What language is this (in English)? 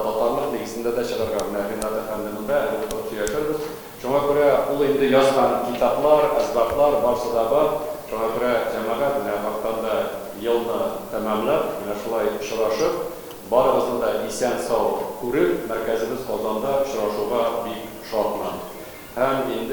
Tatar